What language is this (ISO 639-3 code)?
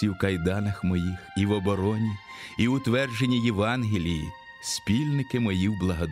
ukr